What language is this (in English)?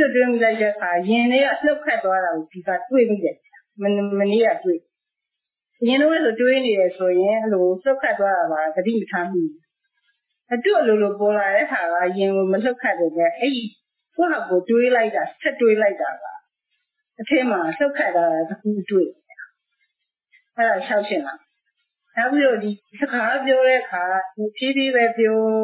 Burmese